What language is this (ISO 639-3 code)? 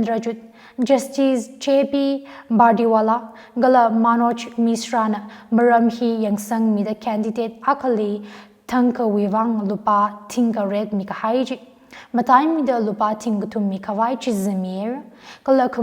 nmf